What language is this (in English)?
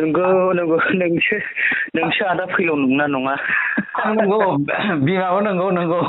Bodo